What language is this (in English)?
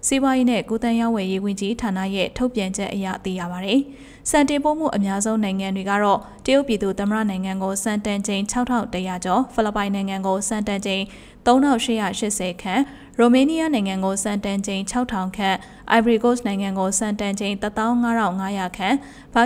Burmese